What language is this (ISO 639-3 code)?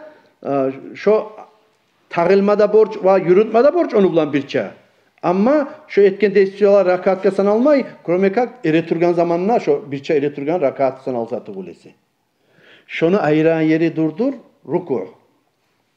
kum